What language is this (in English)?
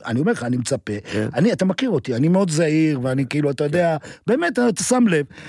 Hebrew